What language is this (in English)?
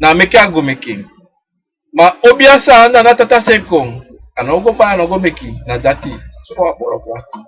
Sranan Tongo